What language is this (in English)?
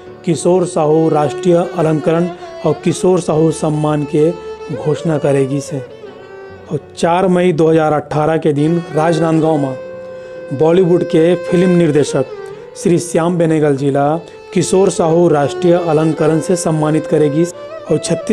Chhattisgarhi